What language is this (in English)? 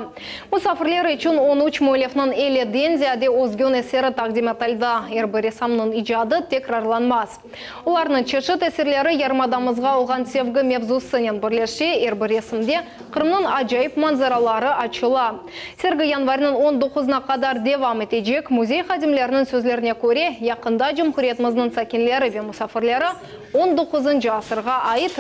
Crimean Tatar